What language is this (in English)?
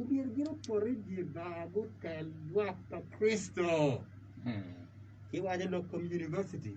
Acoli